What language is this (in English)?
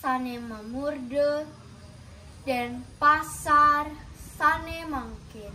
Balinese